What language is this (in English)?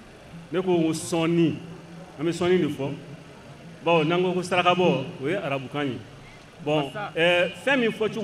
Bambara